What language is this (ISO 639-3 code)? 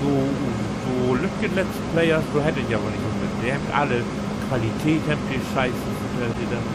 nds